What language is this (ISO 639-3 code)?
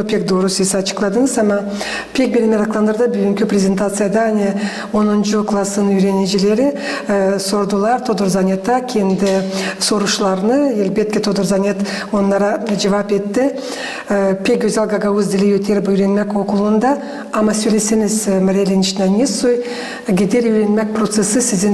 gag